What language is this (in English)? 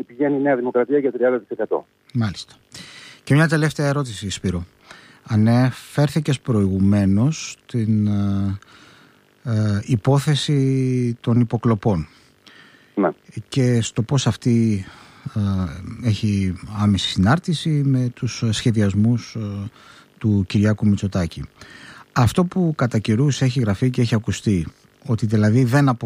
Greek